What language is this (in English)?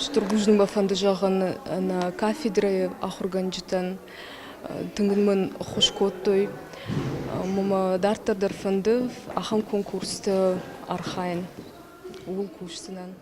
Ossetic